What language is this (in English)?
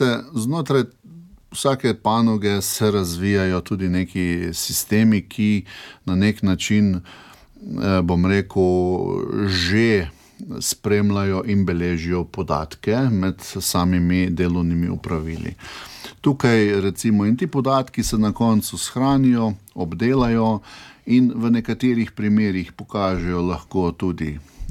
Slovenian